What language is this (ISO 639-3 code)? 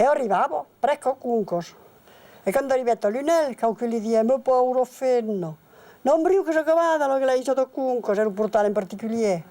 oci